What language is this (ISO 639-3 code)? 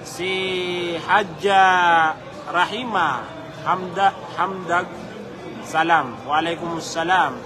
mrw